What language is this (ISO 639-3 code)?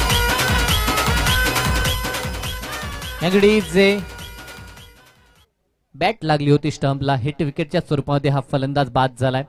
mar